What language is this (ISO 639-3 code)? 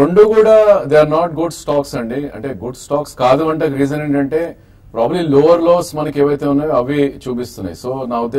tel